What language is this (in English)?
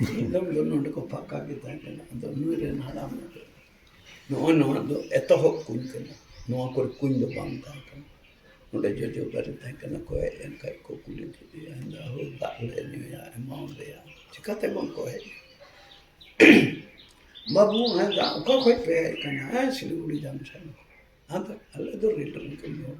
Santali